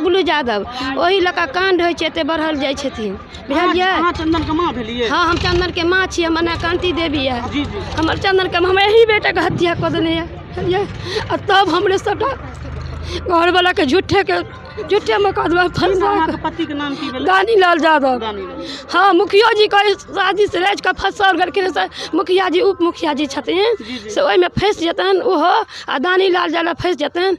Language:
Maithili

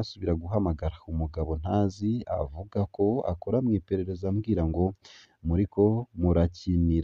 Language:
Rundi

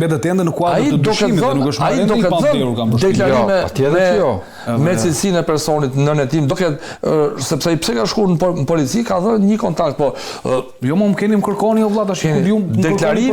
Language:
Albanian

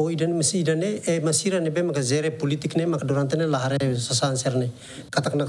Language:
Tetum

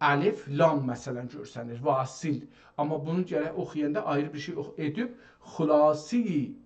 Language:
South Azerbaijani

